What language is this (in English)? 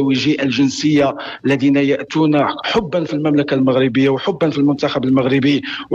North Levantine Arabic